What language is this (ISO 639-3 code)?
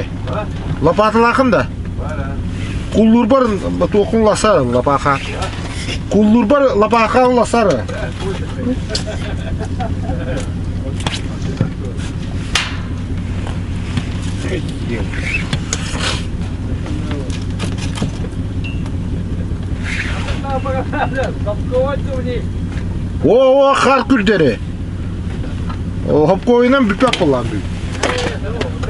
kaz